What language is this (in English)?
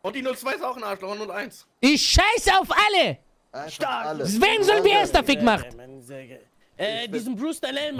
German